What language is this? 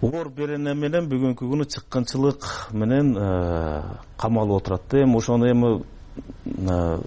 Kyrgyz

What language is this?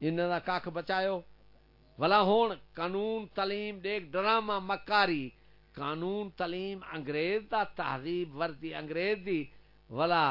Saraiki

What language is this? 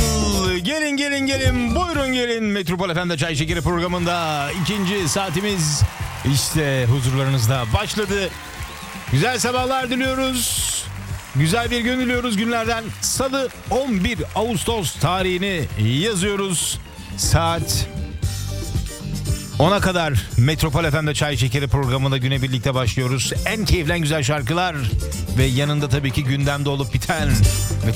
Turkish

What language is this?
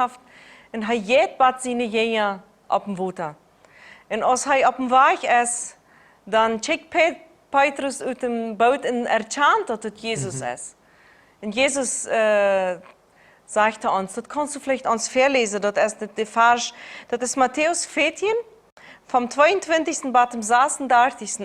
Plautdietsch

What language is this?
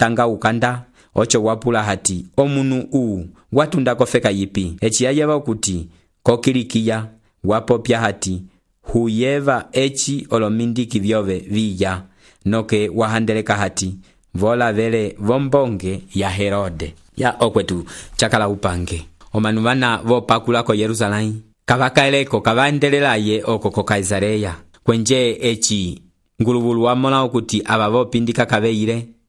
Umbundu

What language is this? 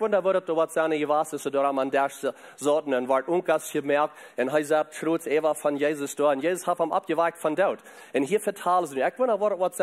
Plautdietsch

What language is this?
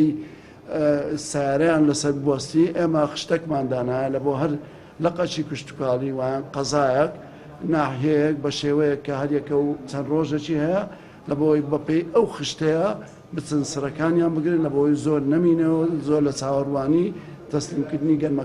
Central Kurdish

